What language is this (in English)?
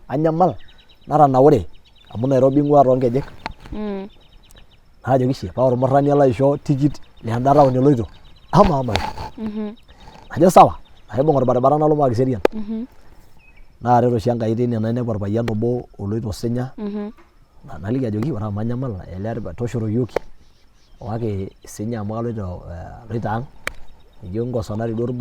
Masai